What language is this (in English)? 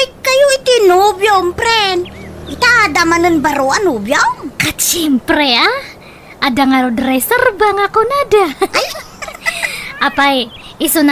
Iloko